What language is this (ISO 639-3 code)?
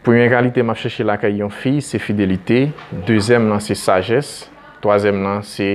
hat